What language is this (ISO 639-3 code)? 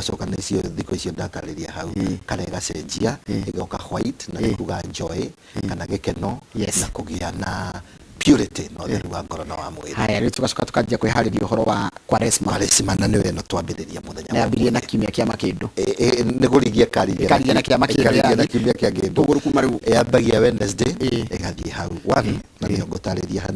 kik